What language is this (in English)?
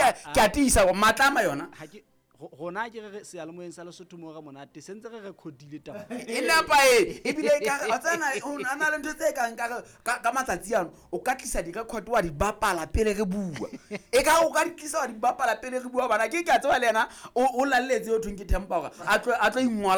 Southern Sotho